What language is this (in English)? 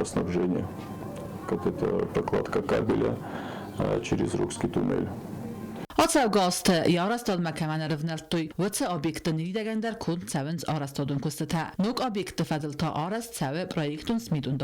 Ossetic